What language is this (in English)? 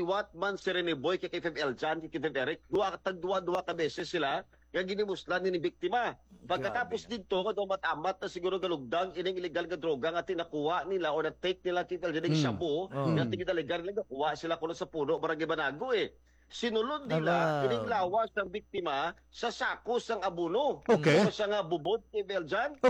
Hiligaynon